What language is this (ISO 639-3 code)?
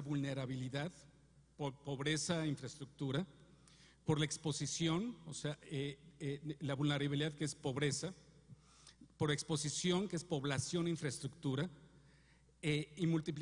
spa